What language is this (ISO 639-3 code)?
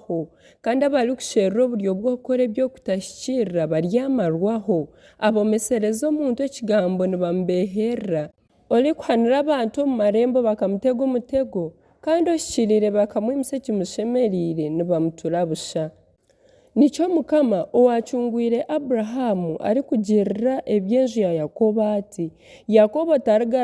nyn